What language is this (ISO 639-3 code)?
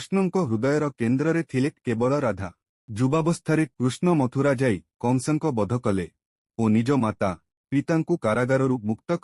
ori